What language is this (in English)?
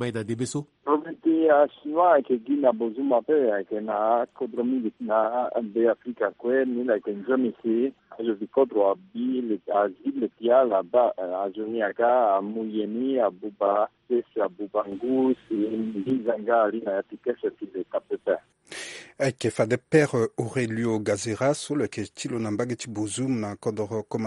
Sango